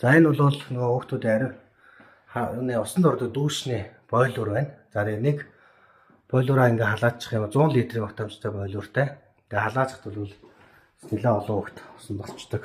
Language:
Mongolian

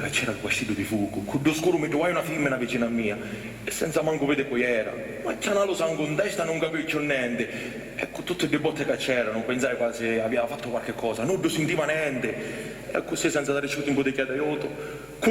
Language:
Sicilian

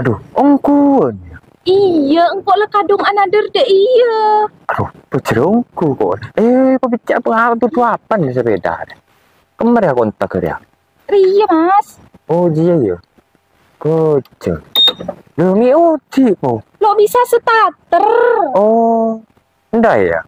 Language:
Madurese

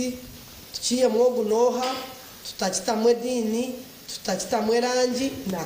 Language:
Nyankole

